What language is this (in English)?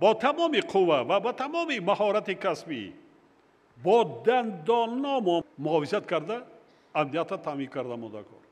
Tajik